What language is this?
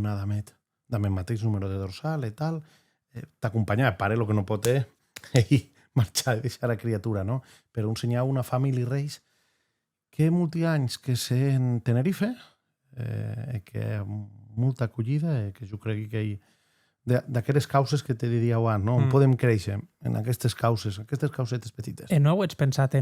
Occitan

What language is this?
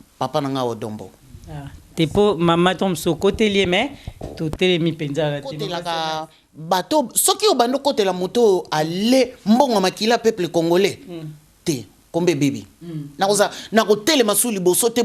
Lingala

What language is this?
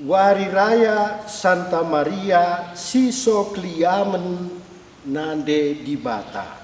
Batak Karo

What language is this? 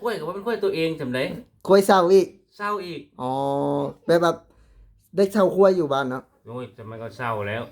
Lao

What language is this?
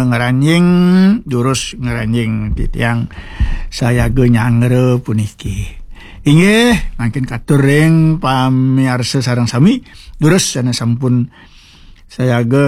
Balinese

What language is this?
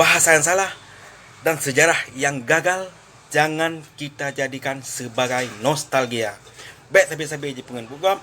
Achinese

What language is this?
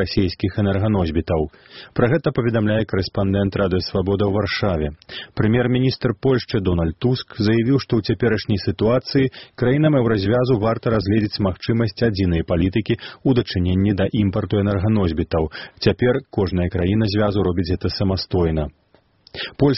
Belarusian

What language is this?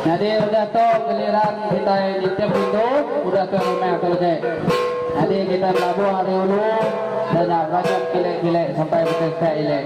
Iban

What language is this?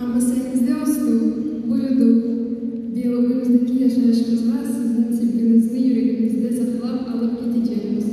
Crimean Tatar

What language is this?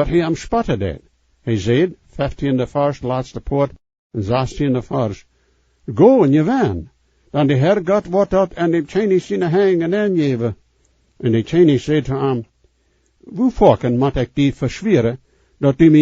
Plautdietsch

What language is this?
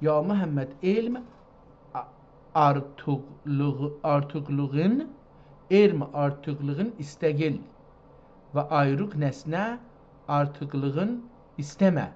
South Azerbaijani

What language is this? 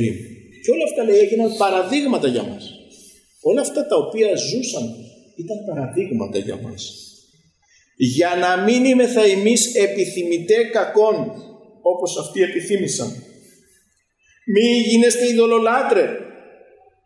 Greek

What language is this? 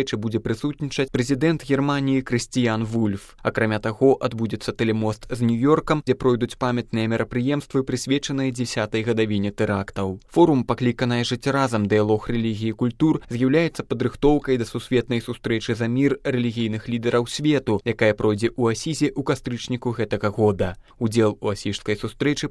Belarusian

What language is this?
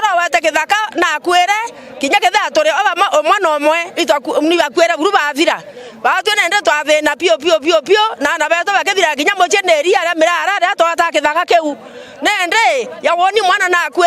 Meru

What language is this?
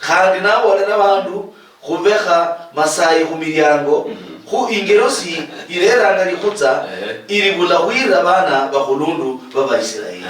Luyia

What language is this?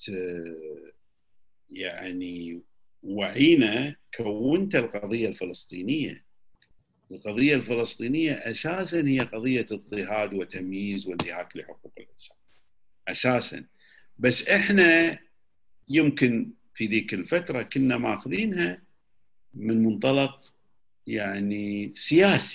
Gulf Arabic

